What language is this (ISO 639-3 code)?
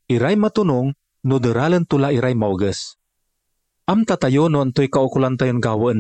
pag